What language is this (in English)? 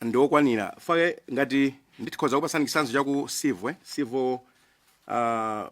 Nyanja